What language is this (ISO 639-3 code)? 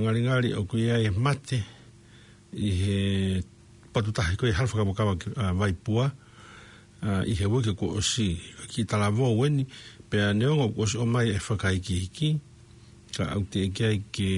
ton